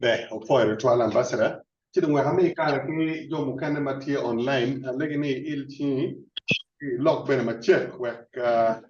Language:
Acoli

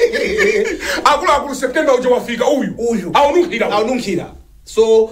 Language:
Nyanja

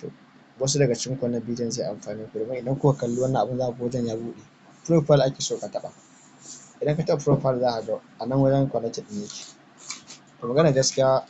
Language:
Hausa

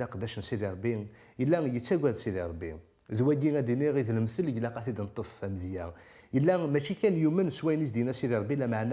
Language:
Kabyle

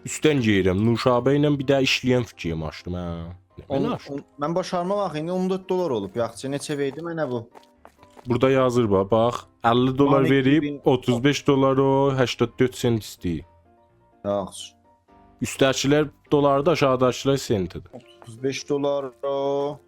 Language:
South Azerbaijani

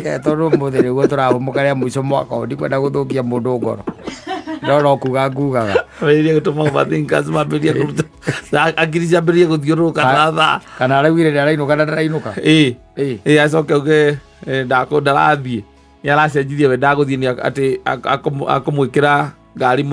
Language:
Kikuyu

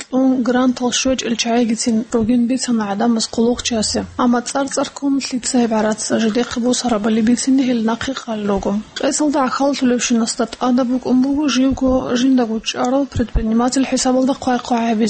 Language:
Avaric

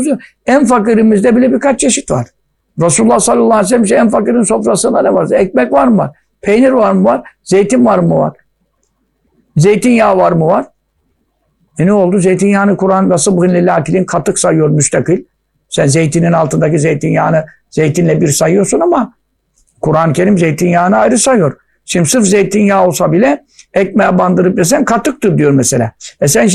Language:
Turkish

